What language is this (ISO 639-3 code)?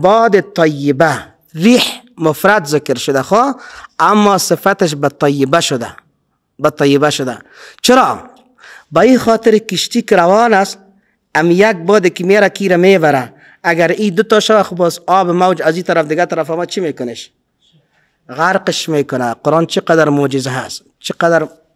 fas